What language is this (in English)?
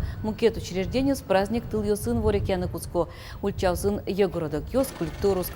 Udmurt